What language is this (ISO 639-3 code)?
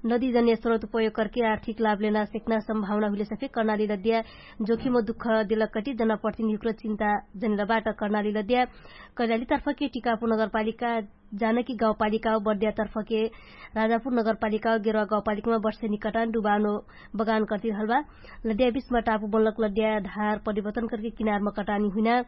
thl